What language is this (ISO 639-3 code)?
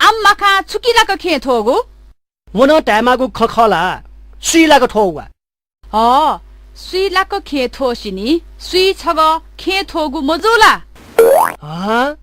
new